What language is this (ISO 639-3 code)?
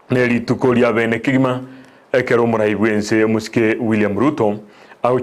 guz